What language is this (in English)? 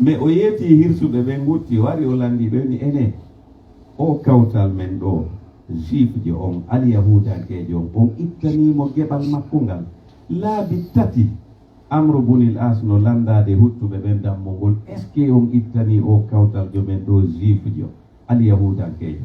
Pular